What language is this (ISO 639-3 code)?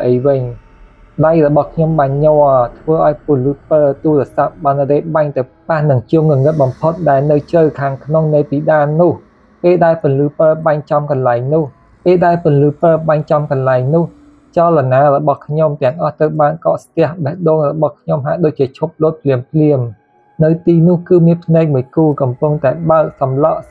khm